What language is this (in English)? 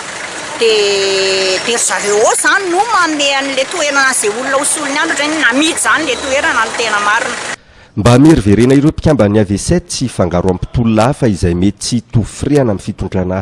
Malagasy